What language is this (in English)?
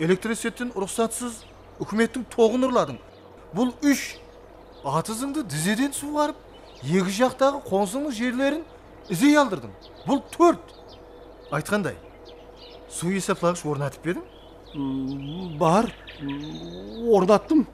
Kara-Kalpak